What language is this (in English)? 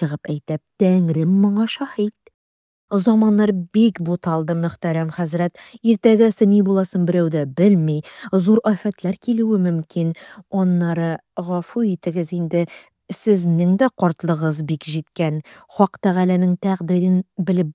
Tatar